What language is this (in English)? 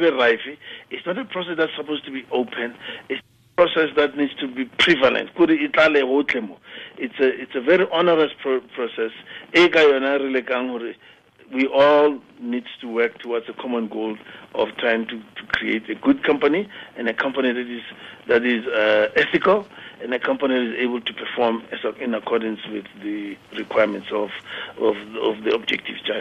Tswana